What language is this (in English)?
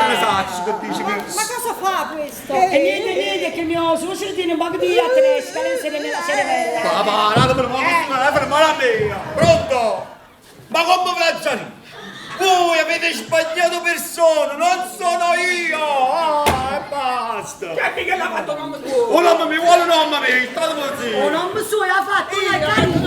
Neapolitan